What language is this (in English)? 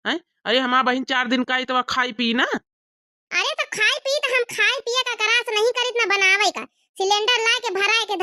Awadhi